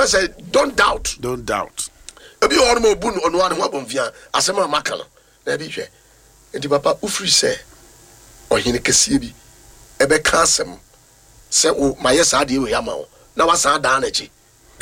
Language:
Akan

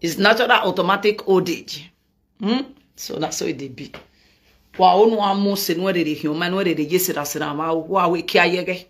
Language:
Nigerian Pidgin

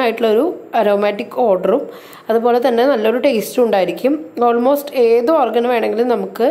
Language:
Malayalam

